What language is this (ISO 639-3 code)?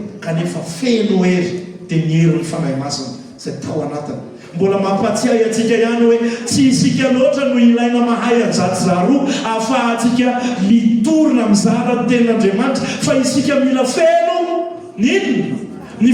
mlg